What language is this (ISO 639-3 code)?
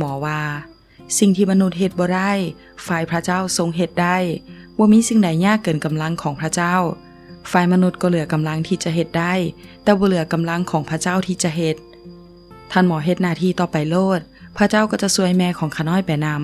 lao